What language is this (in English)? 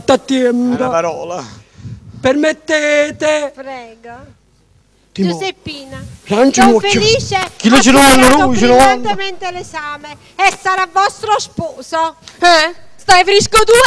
Neapolitan